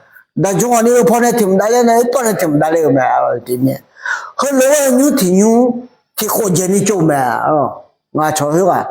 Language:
Akha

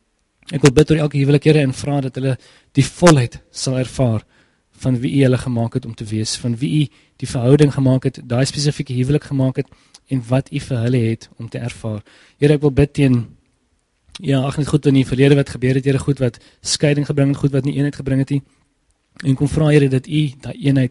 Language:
Afrikaans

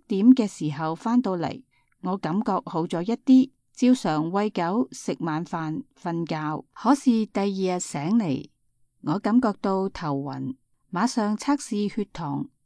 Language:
Cantonese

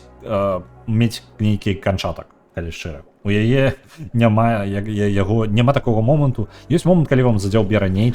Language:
Belarusian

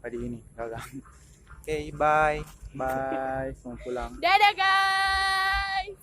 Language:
Manado Malay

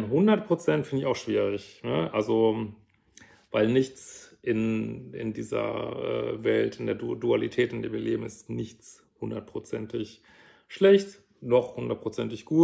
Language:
German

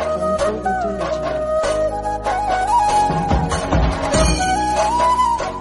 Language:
Hindi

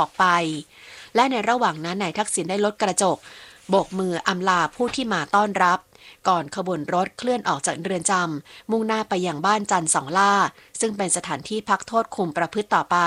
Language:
Thai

